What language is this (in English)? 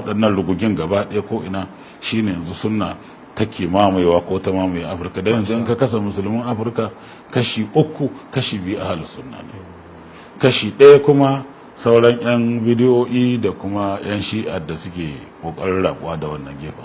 Hausa